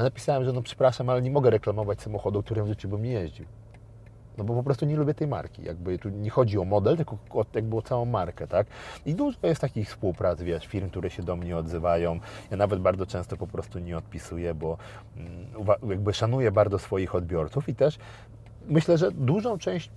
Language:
Polish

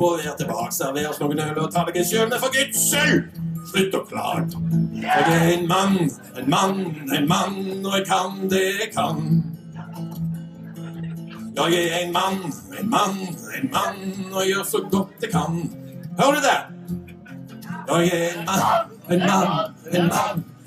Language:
Norwegian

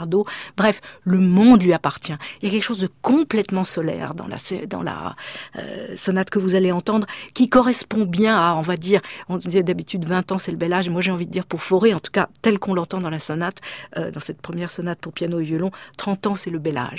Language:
French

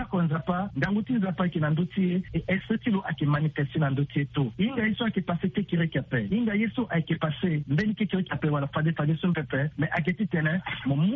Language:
Sango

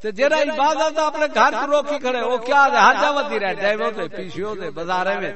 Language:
Saraiki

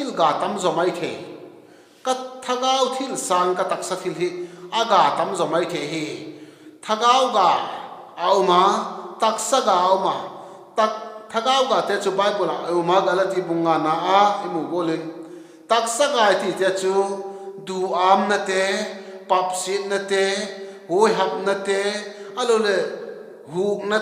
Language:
Vaiphei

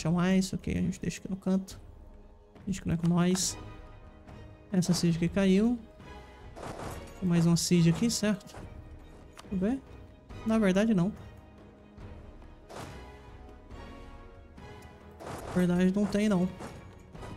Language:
Portuguese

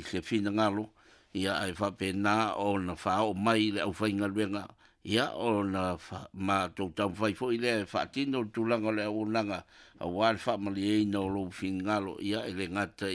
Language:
Samoan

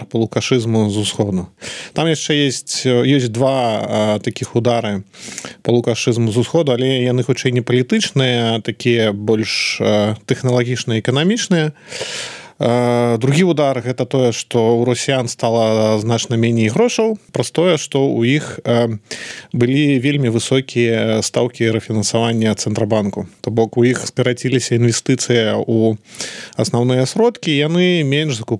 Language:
Belarusian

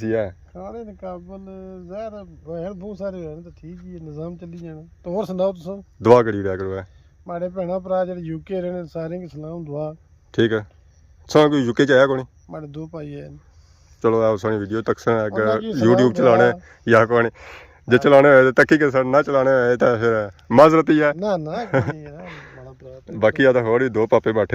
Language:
Pahari-Potwari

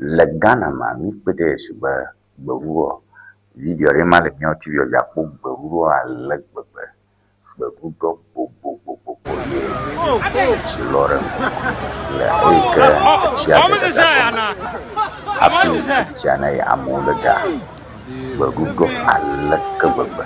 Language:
Ewe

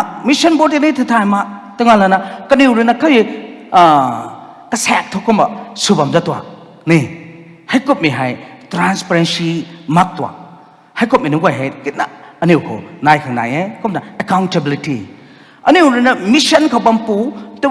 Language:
Rongmei Naga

